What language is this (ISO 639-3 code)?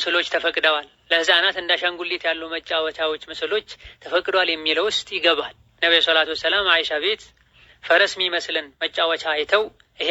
amh